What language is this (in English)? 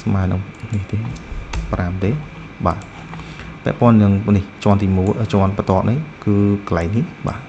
Khmer